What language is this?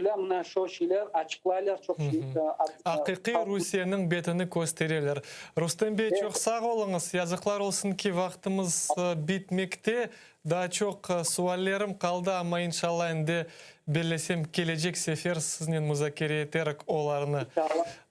Crimean Tatar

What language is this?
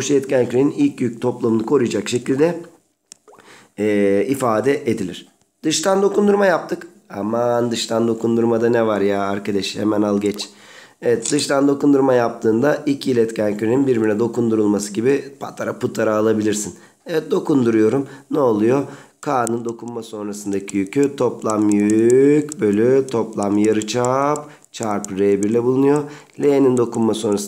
Turkish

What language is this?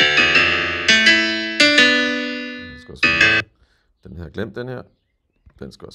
Danish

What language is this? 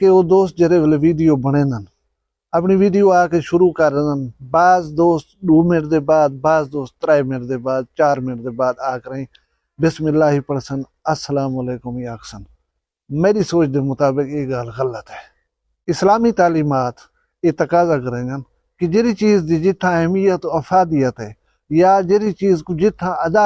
Saraiki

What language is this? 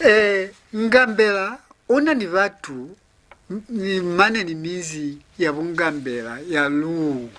Lozi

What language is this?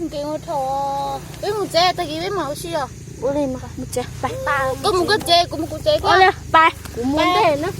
Hmong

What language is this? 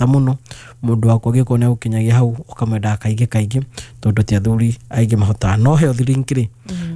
Kikuyu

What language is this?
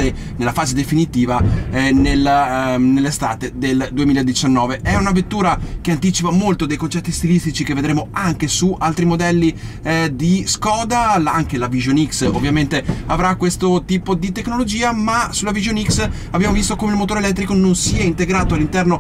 Italian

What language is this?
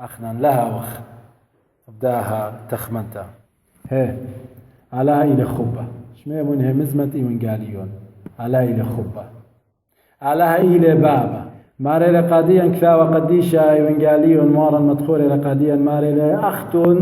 Assyrian Neo-Aramaic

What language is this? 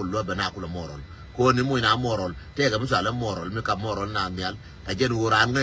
Nuer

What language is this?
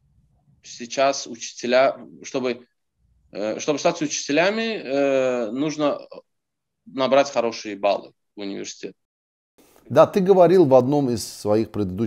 Russian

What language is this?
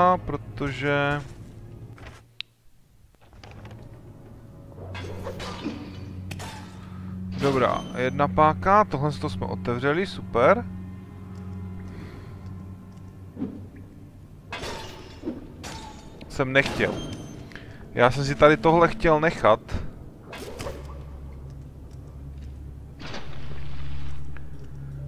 Czech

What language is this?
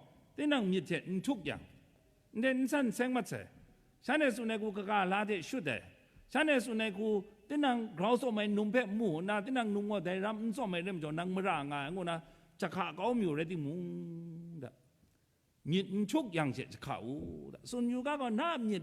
Kachin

